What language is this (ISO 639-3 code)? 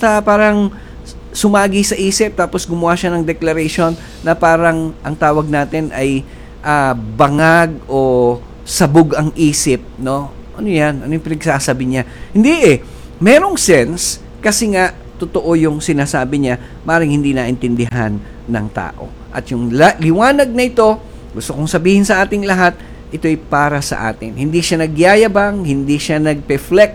fil